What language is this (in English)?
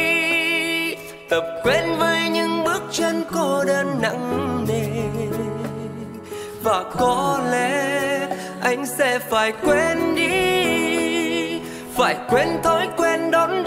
Vietnamese